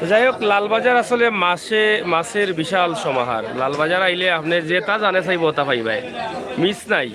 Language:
Sylheti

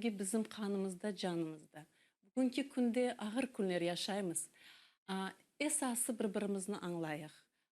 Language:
Crimean Tatar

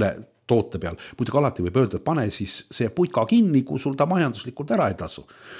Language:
Estonian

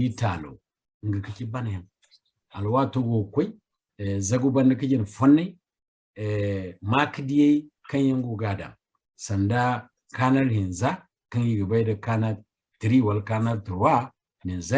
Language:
Zarma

